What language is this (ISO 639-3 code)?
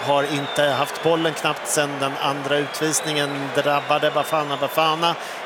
swe